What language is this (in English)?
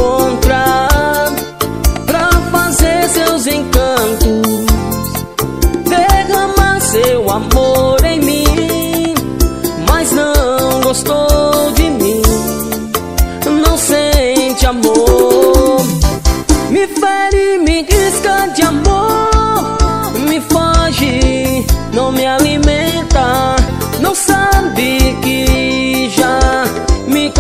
Portuguese